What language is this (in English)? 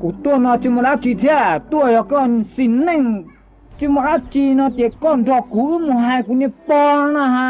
Hmong